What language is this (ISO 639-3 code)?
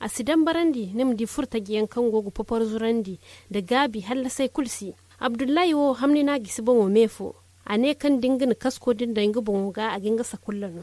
dje